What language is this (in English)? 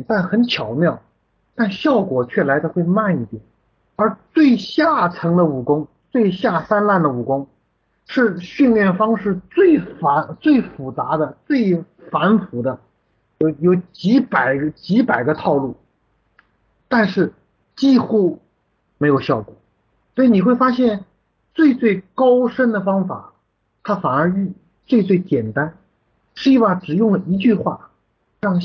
Chinese